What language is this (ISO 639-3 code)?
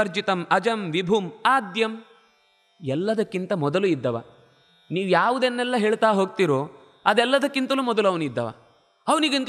kan